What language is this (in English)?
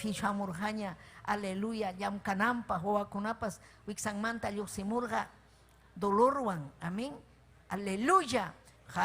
Ayacucho Quechua